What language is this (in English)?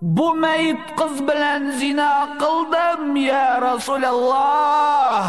Tatar